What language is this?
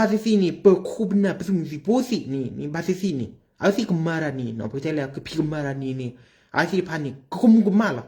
S'gaw Karen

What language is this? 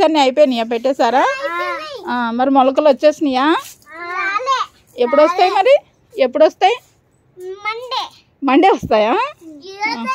Telugu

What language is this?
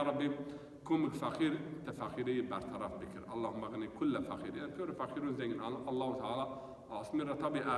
Zaza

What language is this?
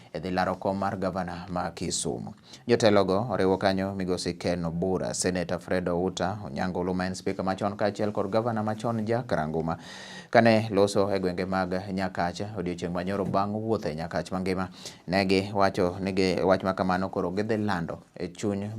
Luo (Kenya and Tanzania)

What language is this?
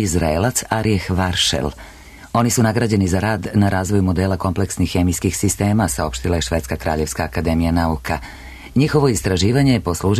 Serbian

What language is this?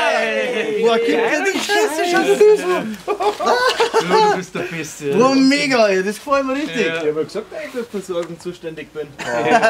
Bavarian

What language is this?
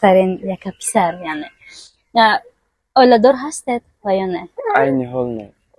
Tajik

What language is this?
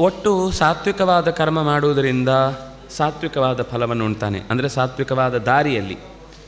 Kannada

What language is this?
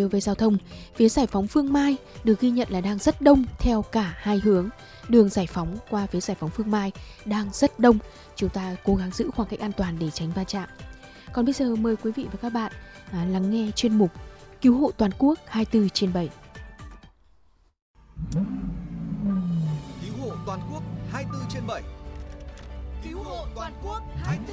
Vietnamese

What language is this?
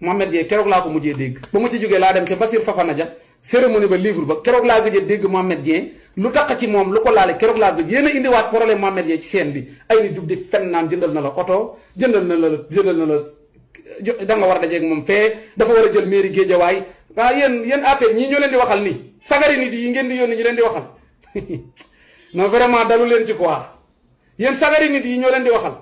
Wolof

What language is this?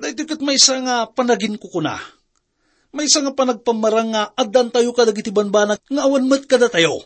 Iloko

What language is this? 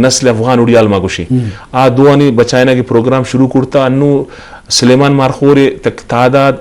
Eastern Balochi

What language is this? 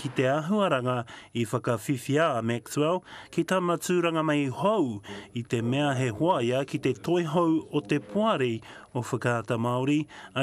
Māori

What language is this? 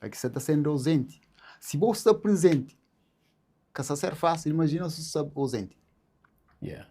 Kabuverdianu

